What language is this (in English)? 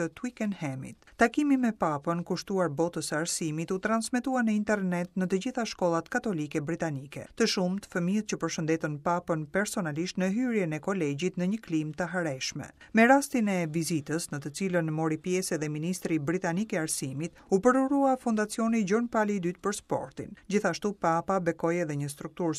Albanian